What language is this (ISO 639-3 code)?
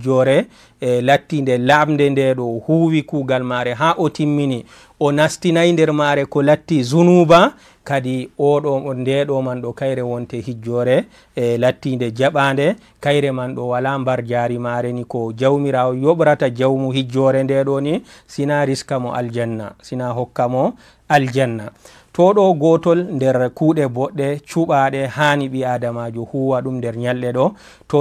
ful